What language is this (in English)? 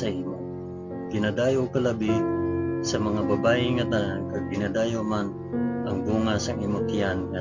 Hiligaynon